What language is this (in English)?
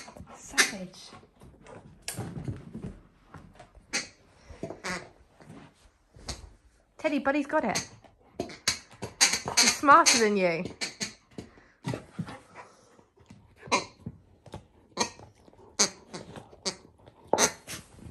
English